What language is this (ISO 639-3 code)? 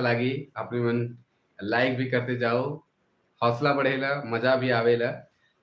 sck